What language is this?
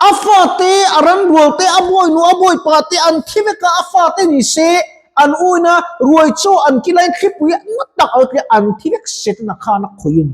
Mizo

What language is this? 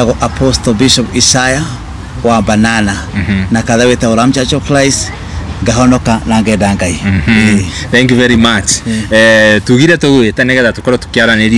Kikuyu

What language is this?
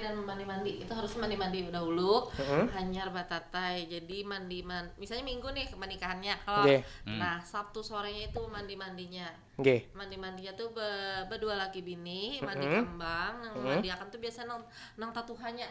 Banjar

